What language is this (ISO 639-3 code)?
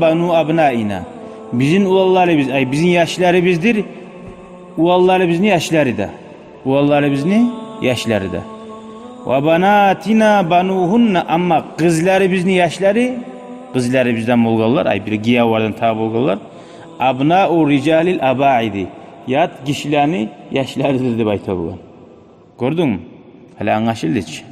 kum